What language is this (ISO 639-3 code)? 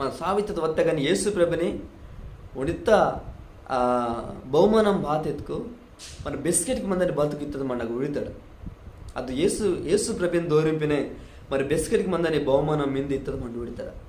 kff